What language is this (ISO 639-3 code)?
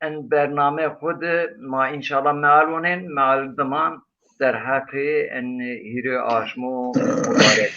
zza